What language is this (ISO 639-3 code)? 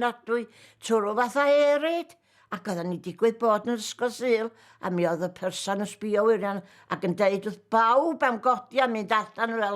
cym